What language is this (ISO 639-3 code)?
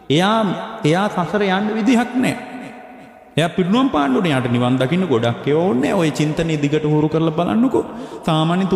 sin